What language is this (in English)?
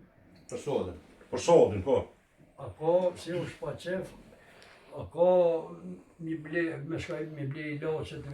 Albanian